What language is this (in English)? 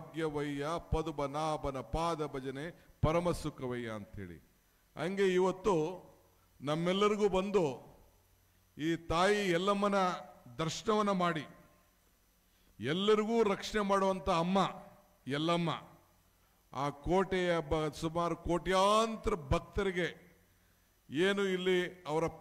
Kannada